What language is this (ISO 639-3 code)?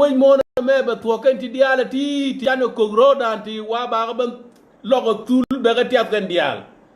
nus